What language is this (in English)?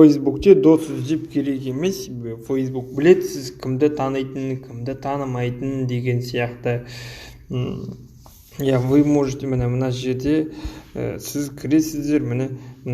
Kazakh